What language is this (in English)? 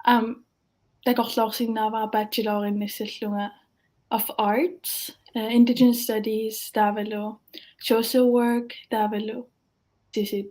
Kalaallisut